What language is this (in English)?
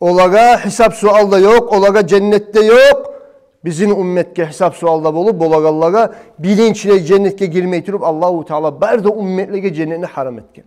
Kumyk